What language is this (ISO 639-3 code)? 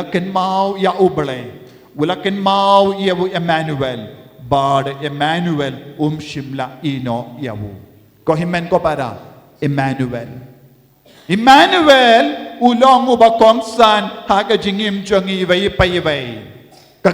kha